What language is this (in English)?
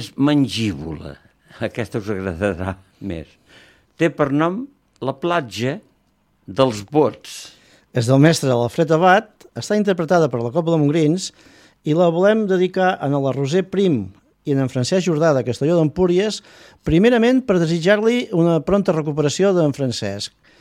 Catalan